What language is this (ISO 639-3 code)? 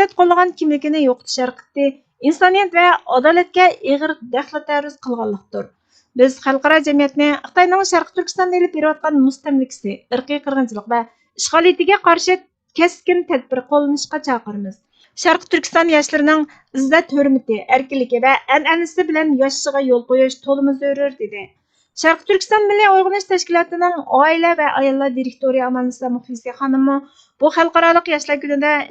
uig